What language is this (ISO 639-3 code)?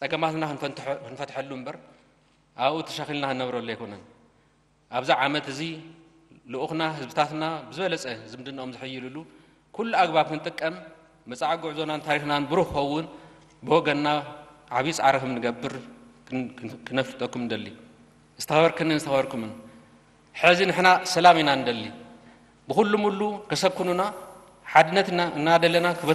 tir